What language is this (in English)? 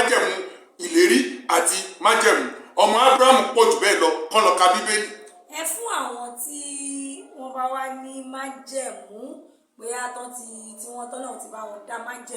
Yoruba